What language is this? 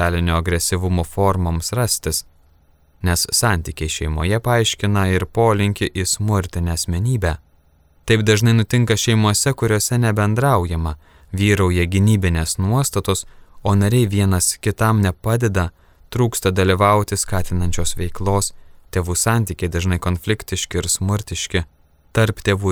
Lithuanian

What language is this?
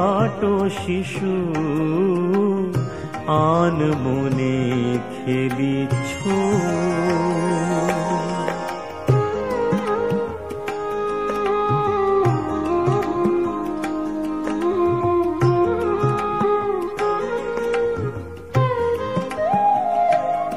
Bangla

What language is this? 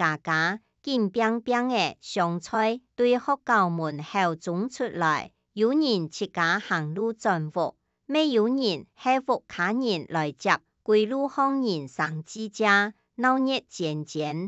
Hakka Chinese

